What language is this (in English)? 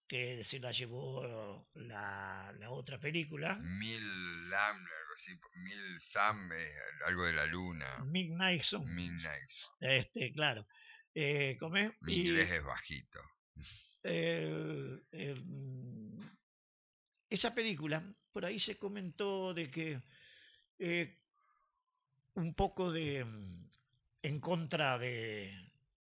Spanish